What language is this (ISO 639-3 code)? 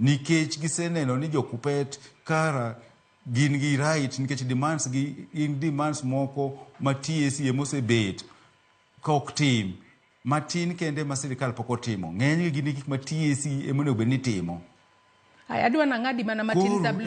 luo